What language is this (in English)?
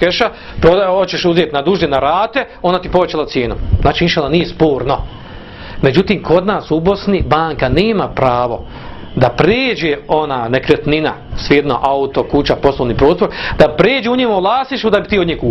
Bosnian